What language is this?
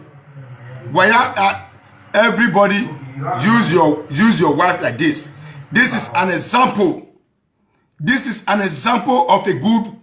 Nigerian Pidgin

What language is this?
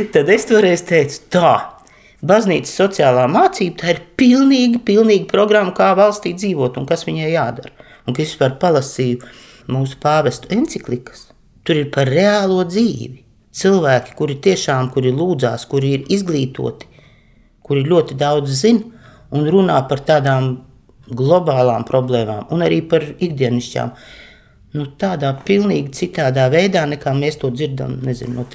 Latvian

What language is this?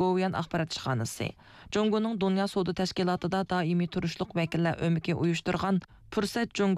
Uyghur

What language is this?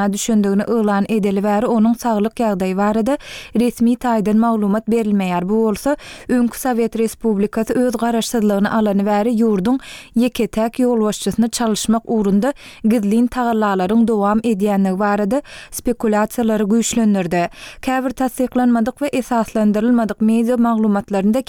Turkmen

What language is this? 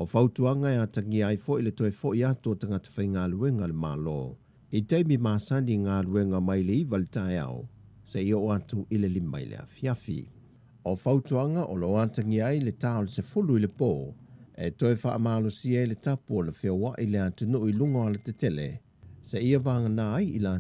Samoan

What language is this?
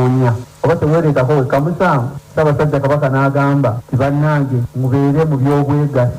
Ganda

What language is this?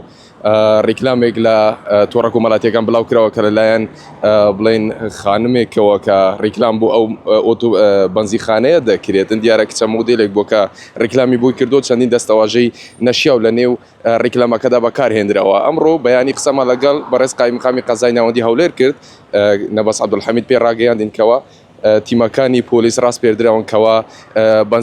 Central Kurdish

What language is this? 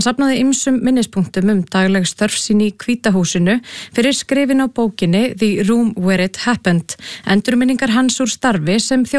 Icelandic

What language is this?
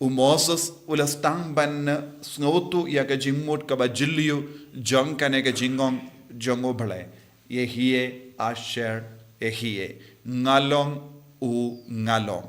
Khasi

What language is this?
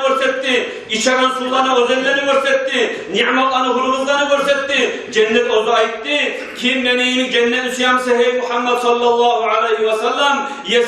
Kumyk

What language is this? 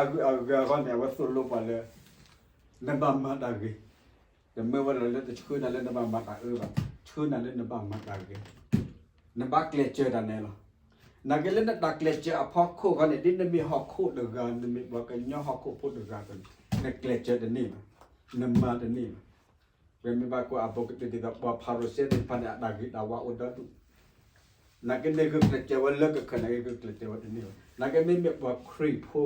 S'gaw Karen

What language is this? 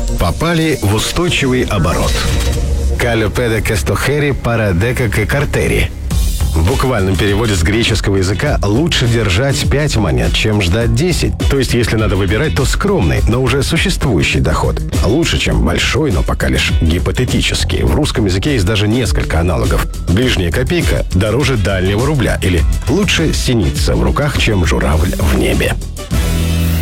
Russian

